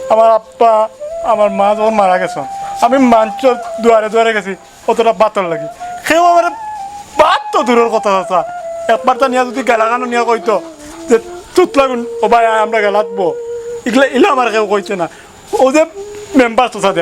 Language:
Sylheti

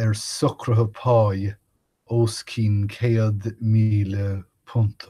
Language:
Irish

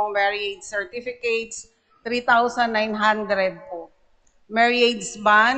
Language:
Pampanga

